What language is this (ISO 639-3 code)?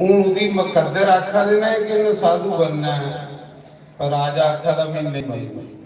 doi